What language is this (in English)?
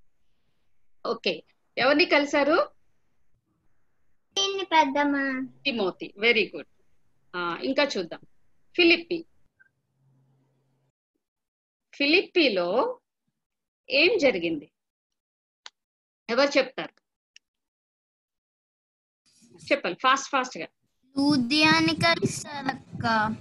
Telugu